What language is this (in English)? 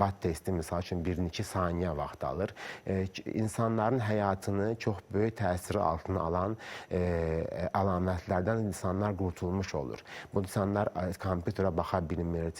Azerbaijani